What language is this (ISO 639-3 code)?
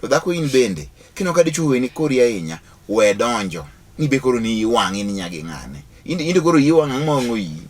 luo